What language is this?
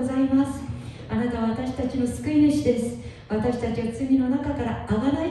Japanese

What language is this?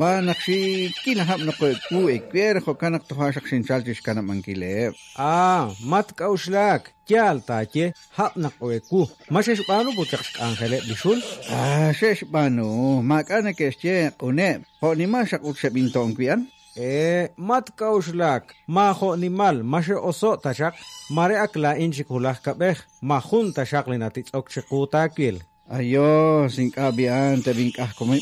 Kekchí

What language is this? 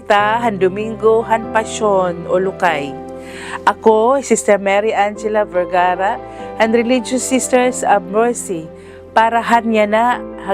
Waray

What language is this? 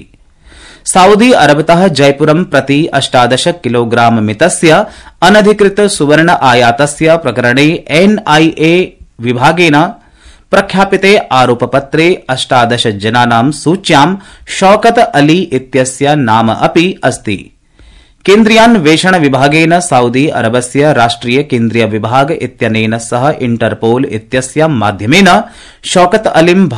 Sanskrit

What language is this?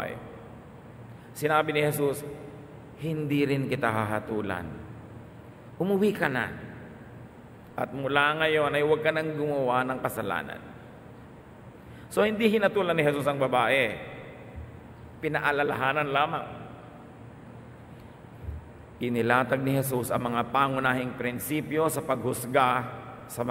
Filipino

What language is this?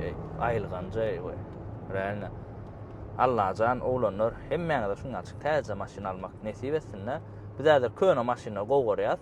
Turkmen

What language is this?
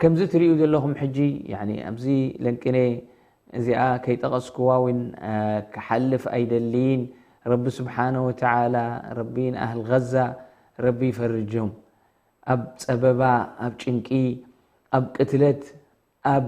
Tigrinya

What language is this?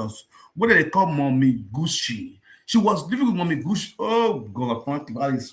Nigerian Pidgin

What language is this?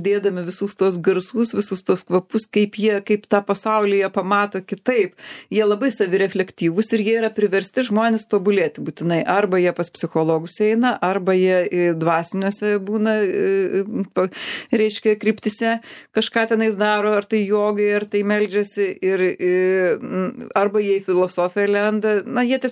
Lithuanian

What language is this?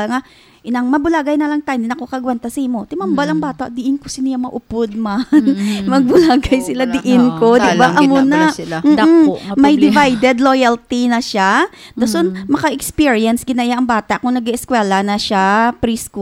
Hiligaynon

